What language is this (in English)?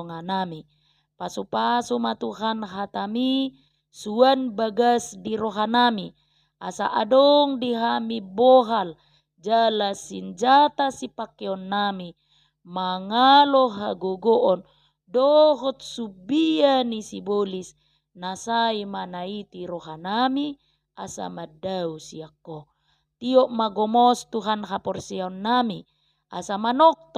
Batak Toba